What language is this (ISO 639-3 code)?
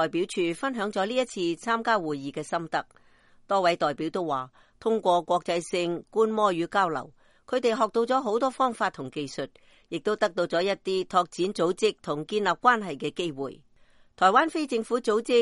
yue